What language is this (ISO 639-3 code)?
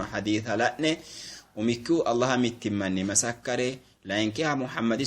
sid